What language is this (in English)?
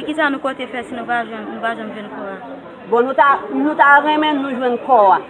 Haitian Creole